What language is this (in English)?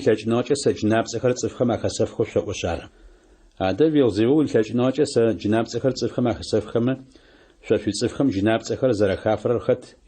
Adyghe